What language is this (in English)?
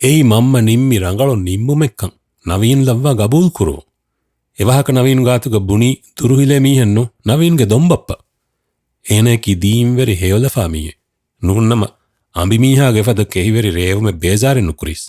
Divehi